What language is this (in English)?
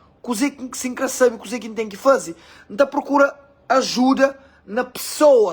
Kabuverdianu